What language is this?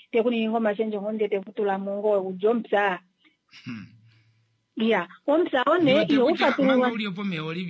Kuanyama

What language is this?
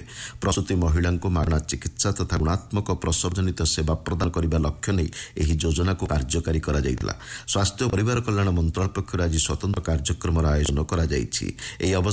Odia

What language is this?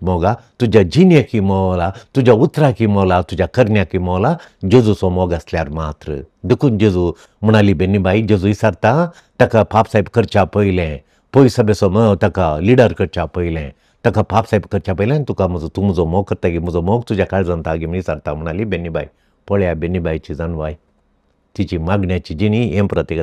Konkani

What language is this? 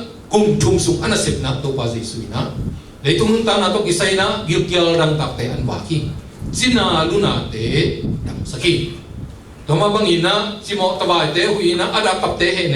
Tedim Chin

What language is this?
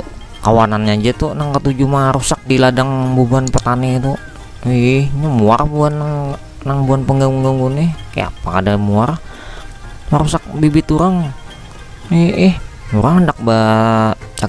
Banjar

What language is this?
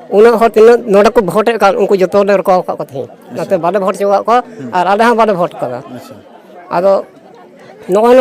Santali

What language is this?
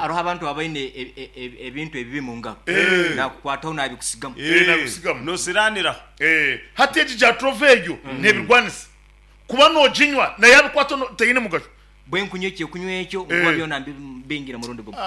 Nyankole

